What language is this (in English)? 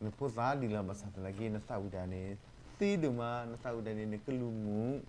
S'gaw Karen